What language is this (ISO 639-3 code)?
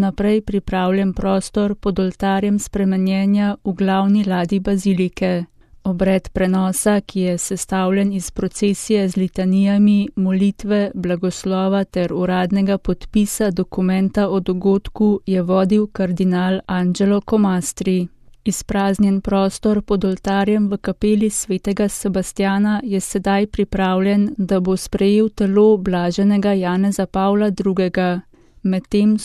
slv